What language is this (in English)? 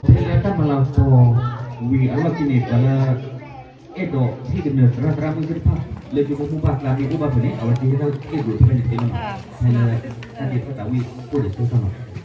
S'gaw Karen